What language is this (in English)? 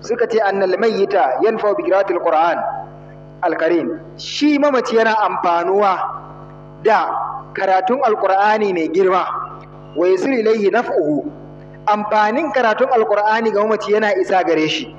Hausa